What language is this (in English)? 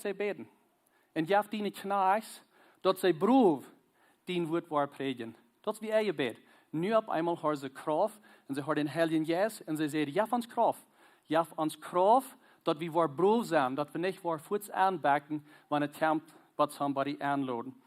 Plautdietsch